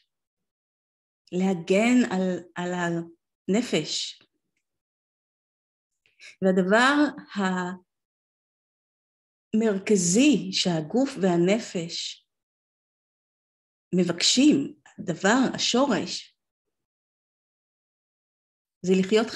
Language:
Hebrew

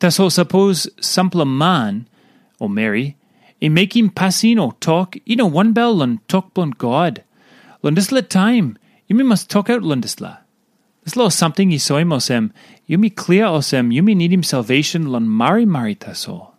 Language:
Tok Pisin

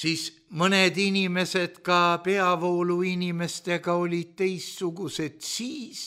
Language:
Estonian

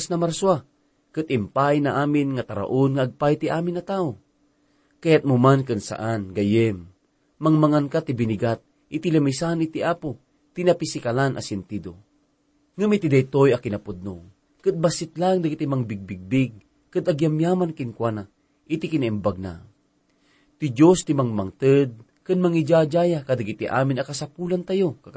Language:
Iloko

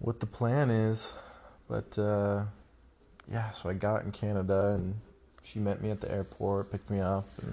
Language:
English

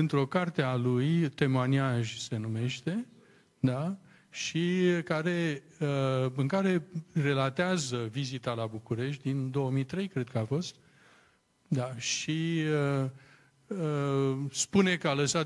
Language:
Romanian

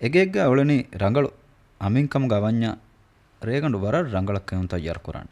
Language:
Divehi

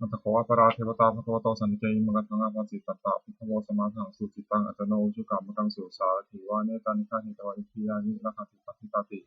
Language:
Pali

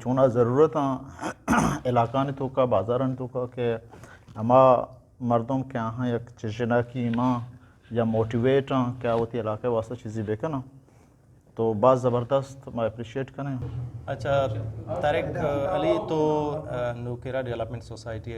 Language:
Eastern Balochi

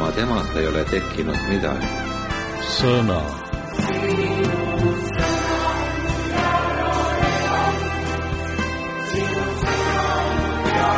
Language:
Estonian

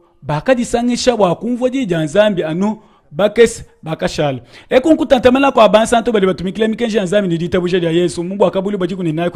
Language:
Luba-Lulua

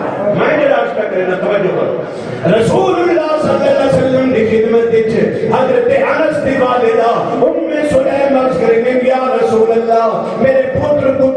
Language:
Saraiki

